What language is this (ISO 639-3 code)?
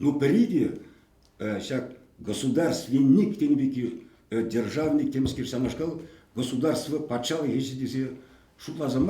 chv